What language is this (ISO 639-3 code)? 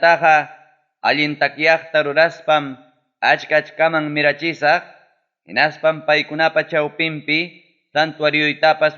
quy